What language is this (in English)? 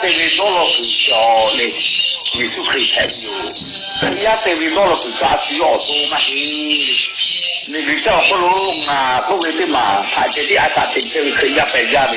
Lahu